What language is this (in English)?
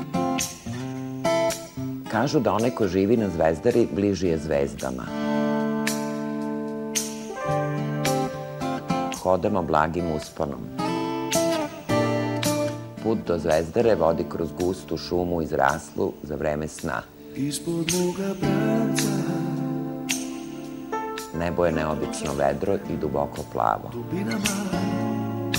Serbian